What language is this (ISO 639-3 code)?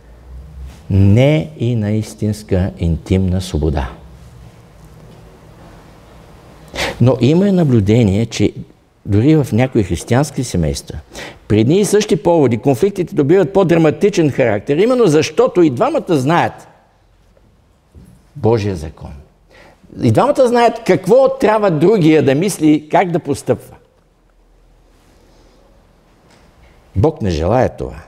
bul